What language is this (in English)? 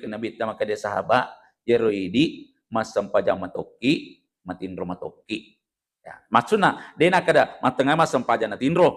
Buginese